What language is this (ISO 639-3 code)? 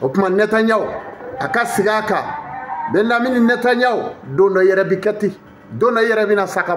bam